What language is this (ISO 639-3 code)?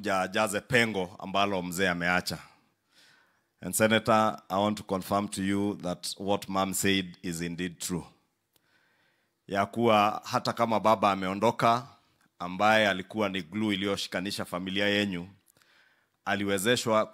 swa